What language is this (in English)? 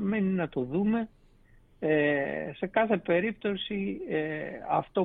Greek